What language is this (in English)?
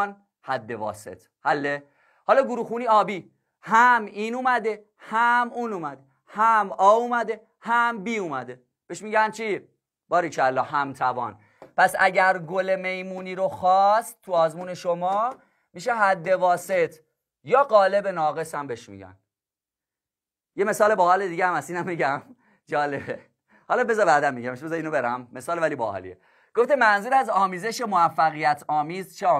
Persian